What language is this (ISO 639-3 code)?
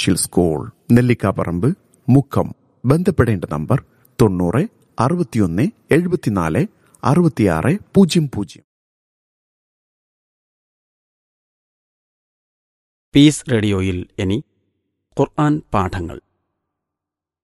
mal